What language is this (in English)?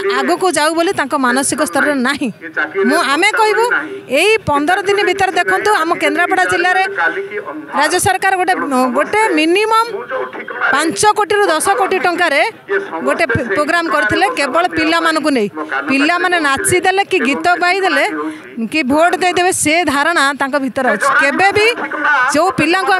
Odia